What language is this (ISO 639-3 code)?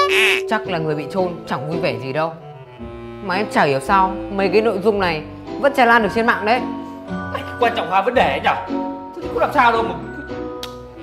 vie